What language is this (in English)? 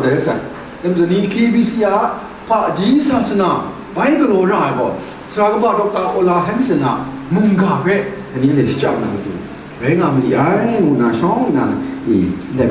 Kachin